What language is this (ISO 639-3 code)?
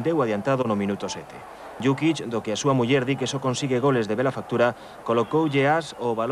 glg